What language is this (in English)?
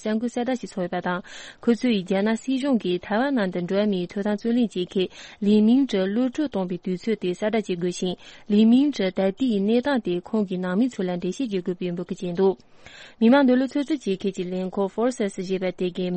Tibetan